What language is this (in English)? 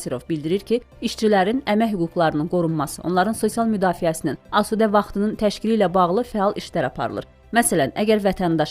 Azerbaijani